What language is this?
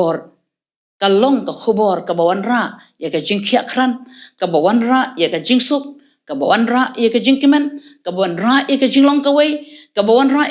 Khasi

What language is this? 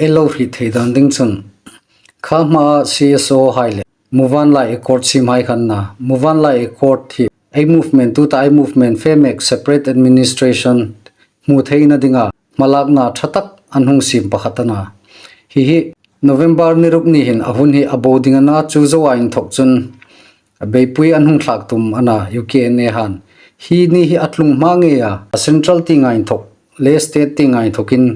Hmar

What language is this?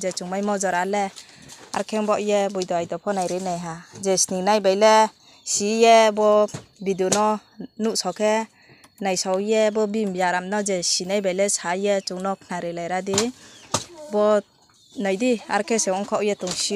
Riang (India)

